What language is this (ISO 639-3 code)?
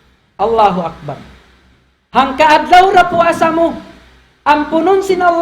tsg